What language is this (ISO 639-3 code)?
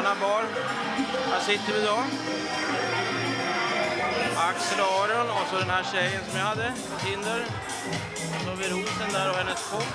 swe